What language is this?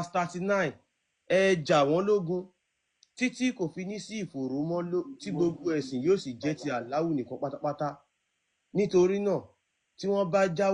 Yoruba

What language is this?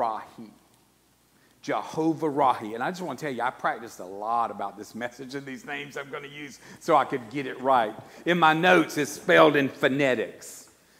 English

